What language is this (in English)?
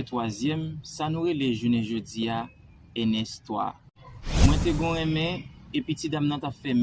Haitian Creole